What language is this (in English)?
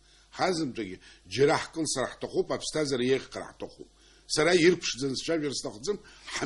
Abkhazian